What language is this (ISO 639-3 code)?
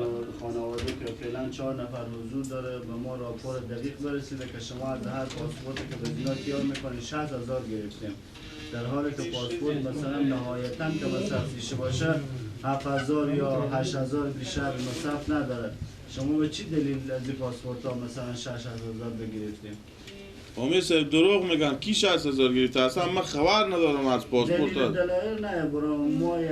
fas